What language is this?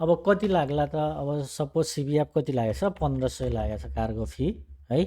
Nepali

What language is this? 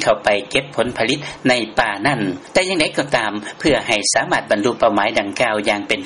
Lao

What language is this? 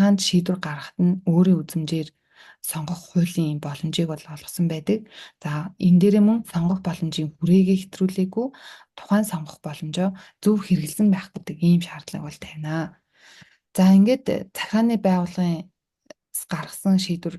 Mongolian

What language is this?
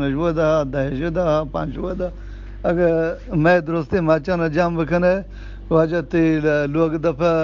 Eastern Balochi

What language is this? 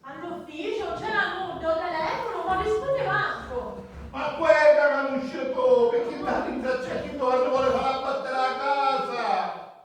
Sicilian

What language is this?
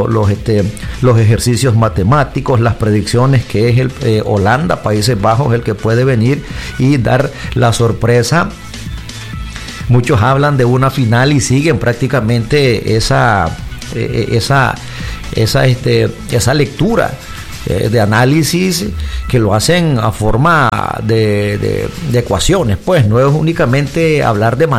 Spanish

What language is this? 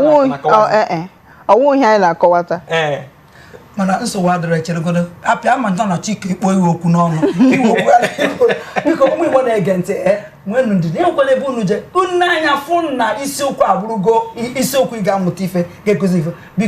Igbo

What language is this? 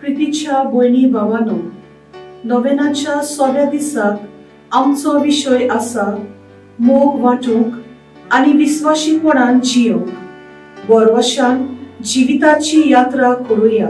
Konkani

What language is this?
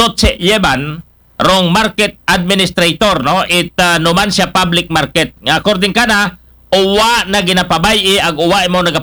Aklanon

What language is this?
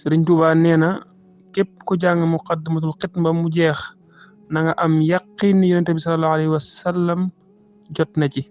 Wolof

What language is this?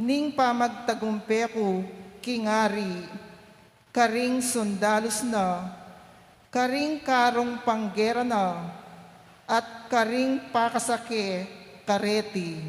Pampanga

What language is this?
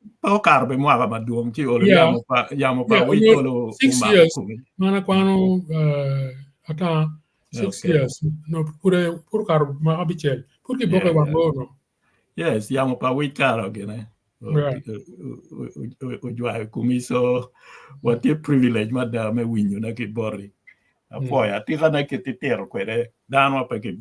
Acoli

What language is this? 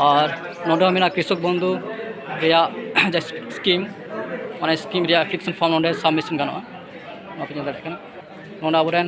Santali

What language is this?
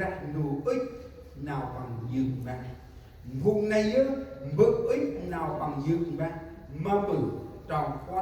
Central Mnong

